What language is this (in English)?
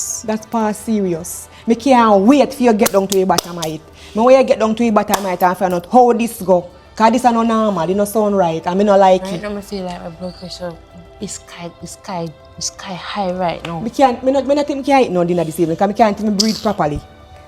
Jamaican Creole English